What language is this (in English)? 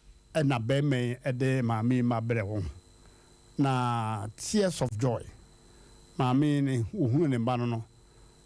Akan